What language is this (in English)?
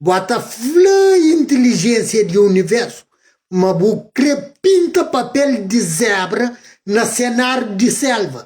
Kabuverdianu